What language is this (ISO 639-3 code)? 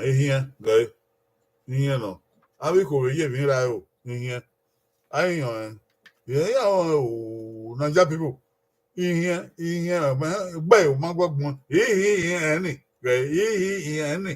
bin